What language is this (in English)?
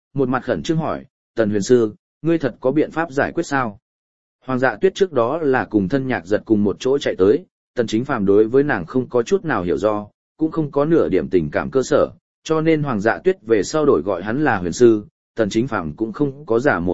Vietnamese